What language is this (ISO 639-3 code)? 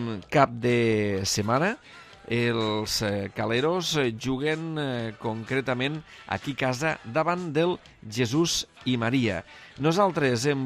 cat